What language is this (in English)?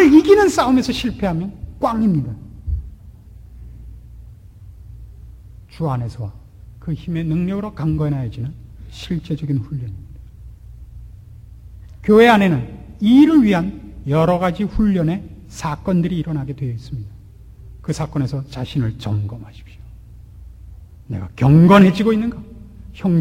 Korean